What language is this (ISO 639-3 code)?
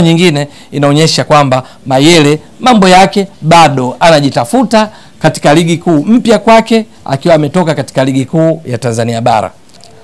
swa